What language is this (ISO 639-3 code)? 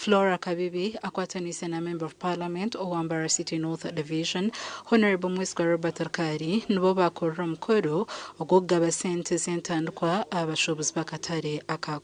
nyn